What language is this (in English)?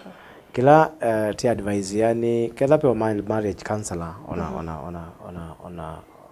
Kamba